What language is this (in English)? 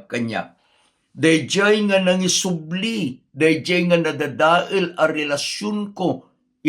Iloko